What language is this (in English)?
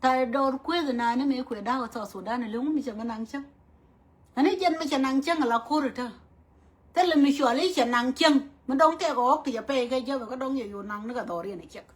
Nuer